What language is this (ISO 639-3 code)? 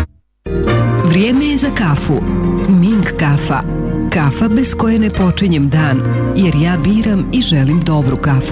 srp